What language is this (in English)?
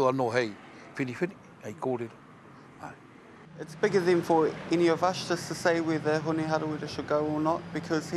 Māori